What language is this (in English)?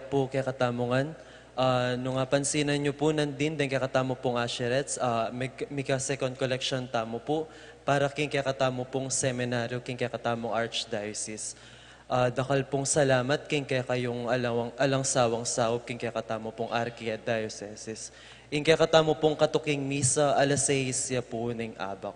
Pampanga